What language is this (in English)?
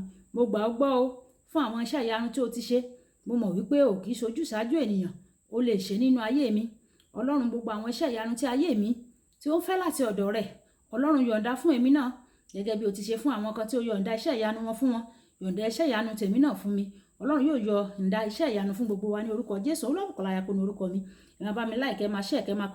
Yoruba